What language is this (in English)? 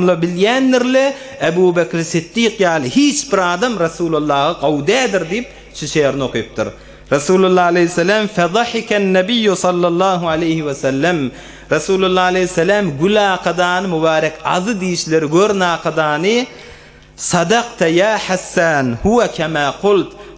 Turkmen